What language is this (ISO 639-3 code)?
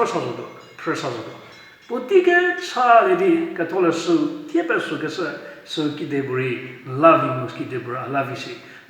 njm